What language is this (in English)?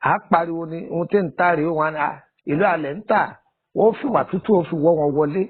Yoruba